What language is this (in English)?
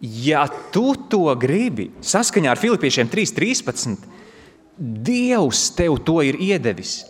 Latvian